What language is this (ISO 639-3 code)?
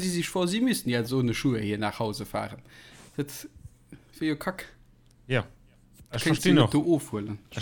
ltz